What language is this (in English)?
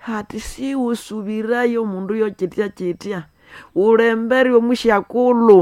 Nande